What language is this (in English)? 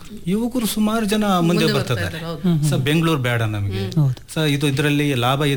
Kannada